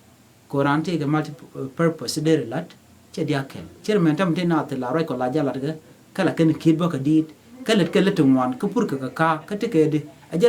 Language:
Nuer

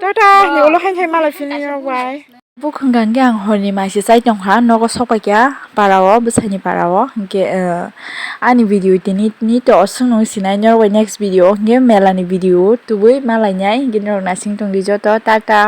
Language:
Kok Borok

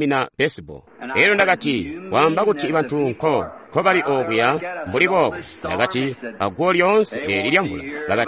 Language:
Tonga (Zambia)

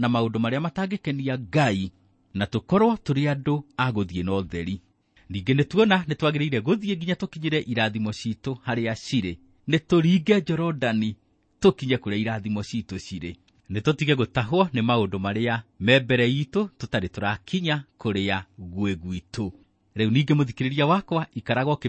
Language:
Kikuyu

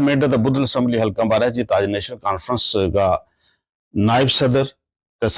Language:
Gujari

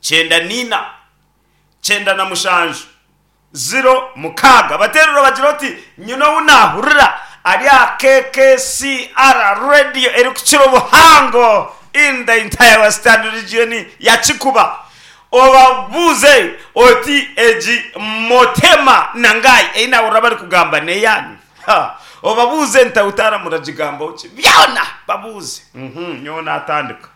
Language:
Nyankole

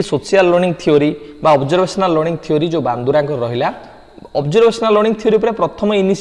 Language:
Odia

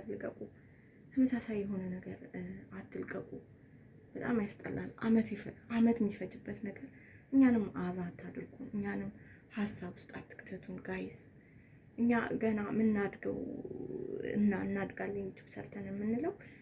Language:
Amharic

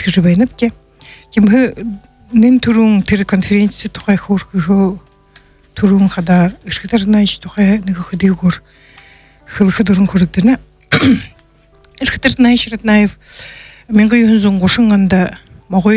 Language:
Buriat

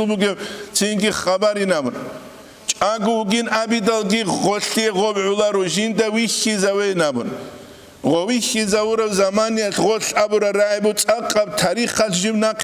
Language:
Avaric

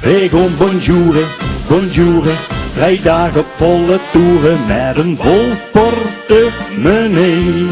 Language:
Limburgish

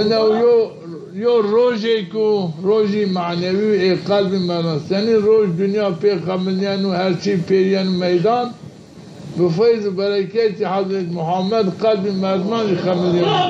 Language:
Zaza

